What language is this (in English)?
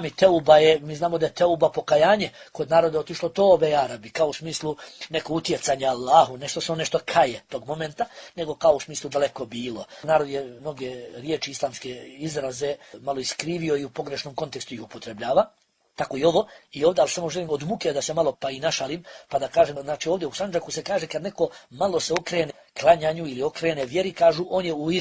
Bosnian